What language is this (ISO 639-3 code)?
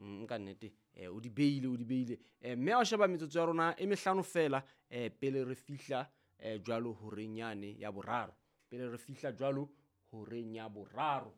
sot